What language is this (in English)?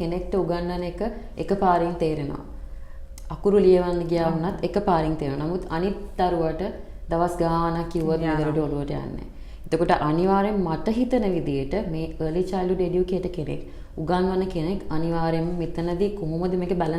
Sinhala